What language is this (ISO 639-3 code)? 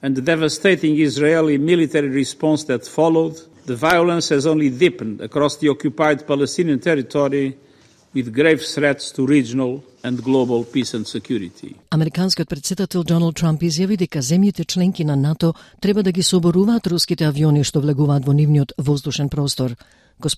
mkd